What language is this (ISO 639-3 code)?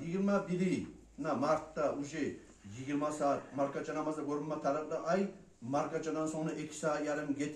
kum